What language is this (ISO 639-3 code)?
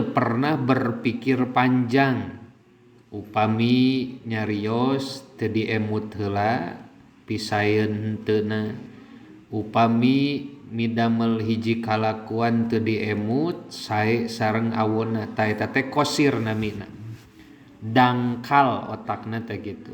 sun